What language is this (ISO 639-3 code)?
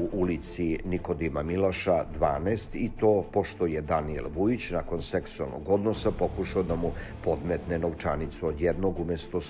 srp